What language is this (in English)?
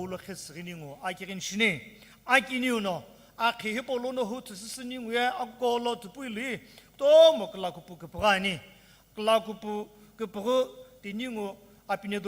Sumi Naga